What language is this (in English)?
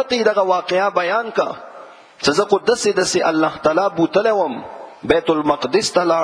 Pashto